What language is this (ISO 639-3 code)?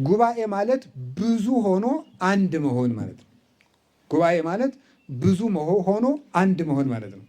amh